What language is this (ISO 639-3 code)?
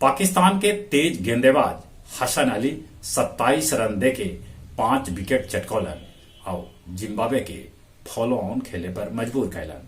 mag